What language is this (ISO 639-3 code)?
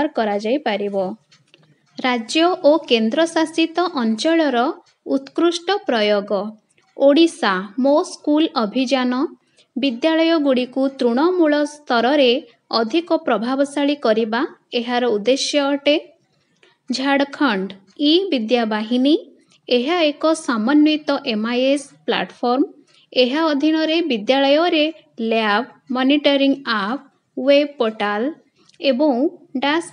ori